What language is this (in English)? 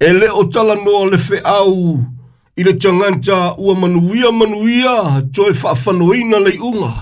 Samoan